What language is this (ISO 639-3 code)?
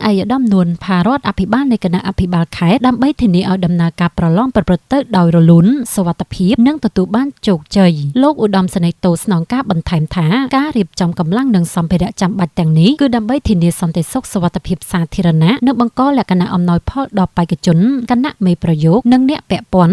khm